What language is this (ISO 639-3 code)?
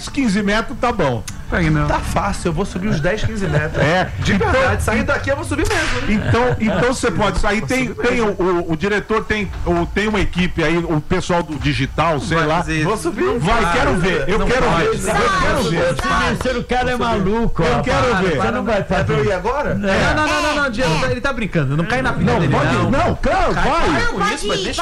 por